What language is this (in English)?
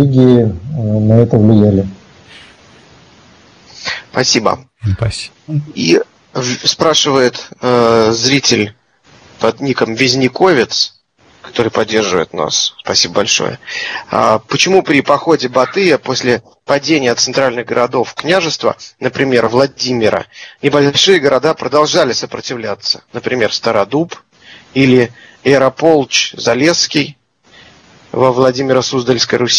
Russian